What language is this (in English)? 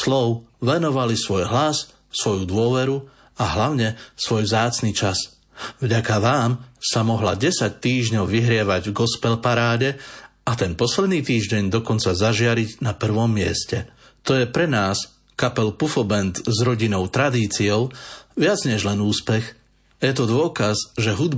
Slovak